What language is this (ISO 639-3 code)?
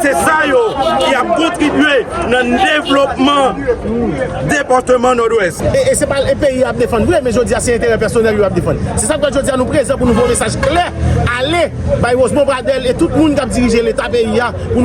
hat